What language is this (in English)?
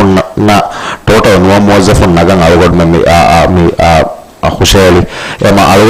Divehi